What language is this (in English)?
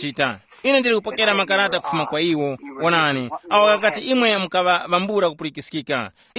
Tumbuka